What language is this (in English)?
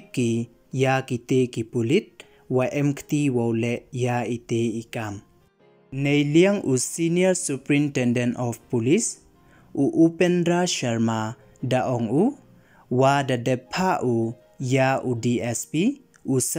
Pnar